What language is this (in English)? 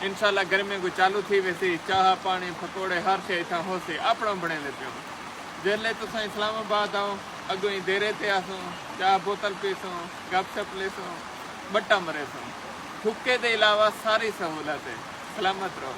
Saraiki